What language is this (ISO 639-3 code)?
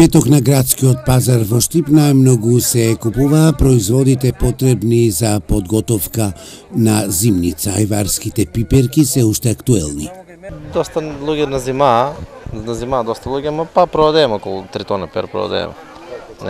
mkd